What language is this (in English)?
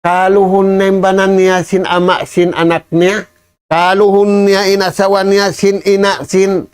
Tausug